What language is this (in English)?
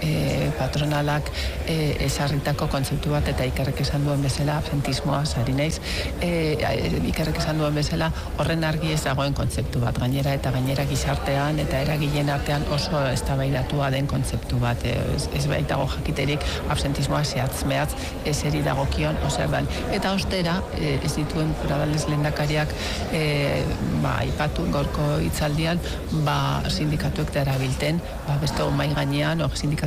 Basque